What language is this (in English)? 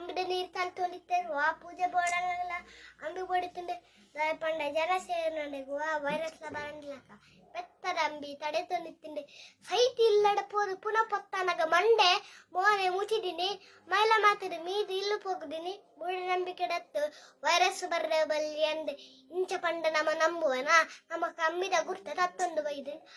Tulu